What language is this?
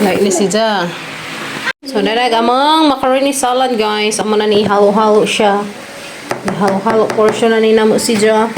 Cebuano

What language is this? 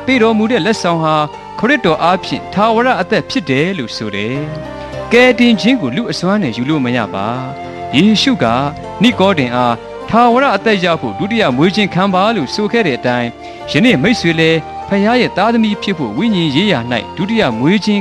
Burmese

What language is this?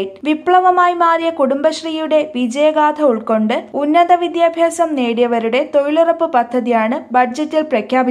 Malayalam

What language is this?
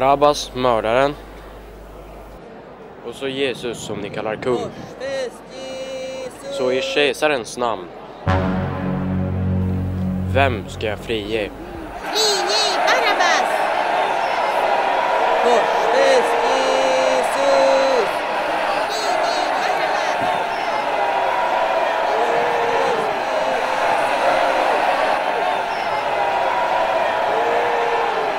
Swedish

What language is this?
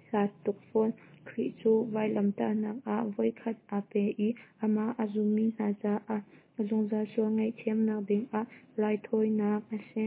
Hakha Chin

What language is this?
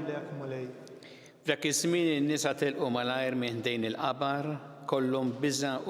Maltese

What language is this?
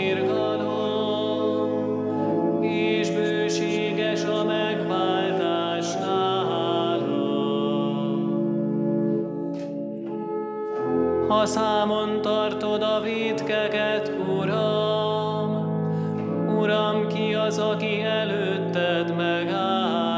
Hungarian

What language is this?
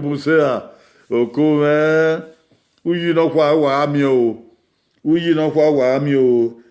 Bini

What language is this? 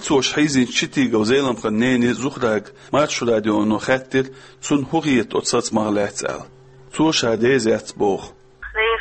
Chechen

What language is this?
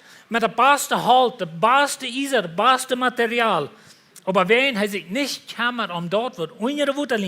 Plautdietsch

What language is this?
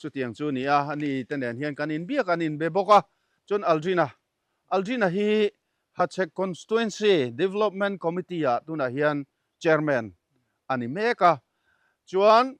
Mizo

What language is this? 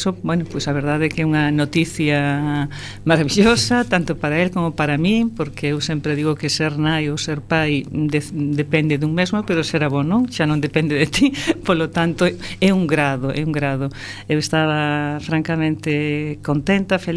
Galician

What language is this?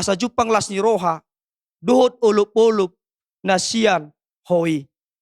Batak Toba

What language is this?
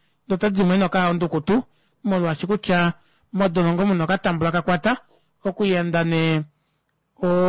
Kuanyama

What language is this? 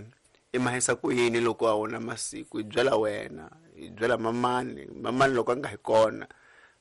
Tsonga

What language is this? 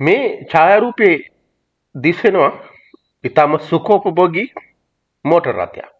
Sinhala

